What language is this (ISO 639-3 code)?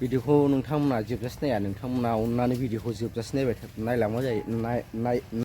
brx